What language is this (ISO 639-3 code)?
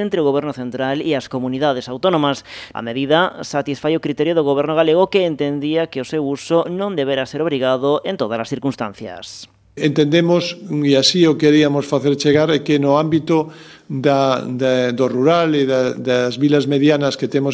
glg